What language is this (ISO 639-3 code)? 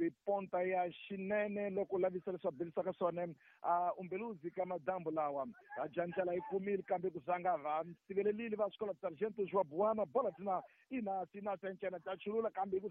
tso